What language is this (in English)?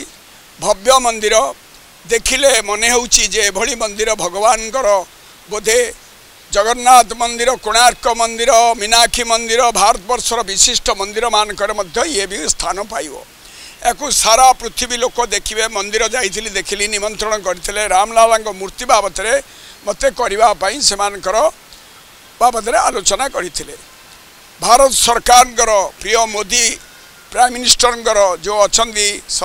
Odia